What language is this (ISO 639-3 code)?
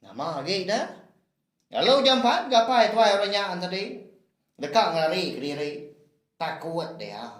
iba